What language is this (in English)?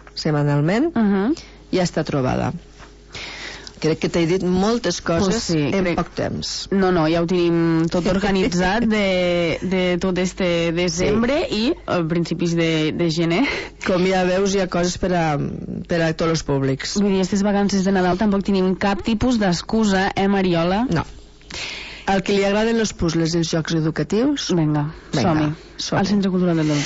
Catalan